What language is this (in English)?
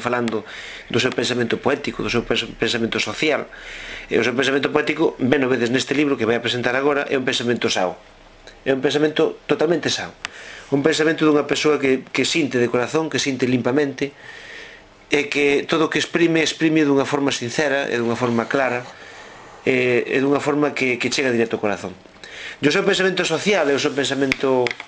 Galician